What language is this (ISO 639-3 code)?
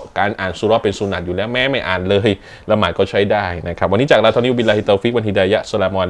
tha